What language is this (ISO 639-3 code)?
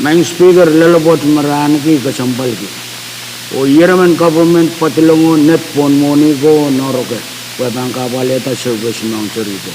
pon